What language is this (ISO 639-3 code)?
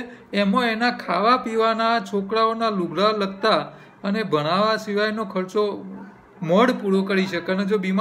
guj